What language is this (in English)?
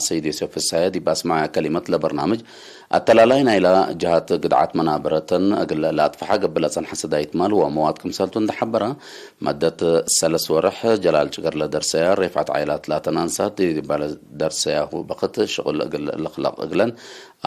Tigre